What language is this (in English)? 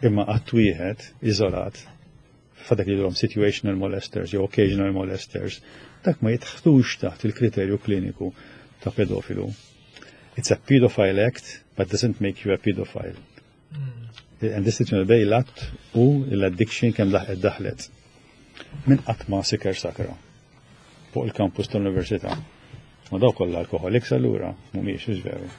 Maltese